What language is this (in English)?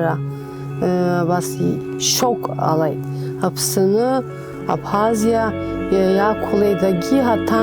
Abkhazian